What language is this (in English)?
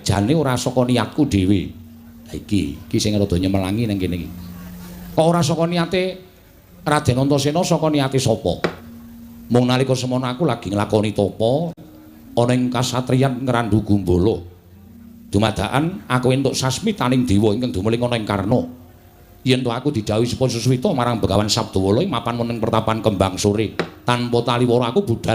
Javanese